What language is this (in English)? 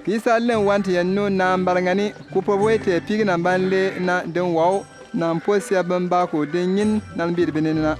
Bimoba